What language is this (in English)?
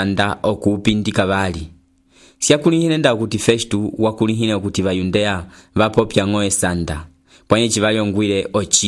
Umbundu